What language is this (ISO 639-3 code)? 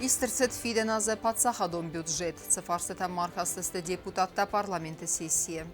oss